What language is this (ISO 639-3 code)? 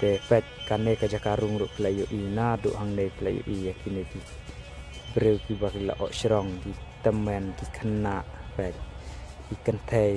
kha